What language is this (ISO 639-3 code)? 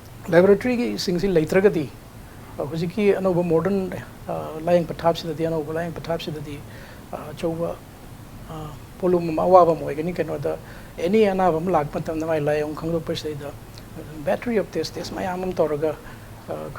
mni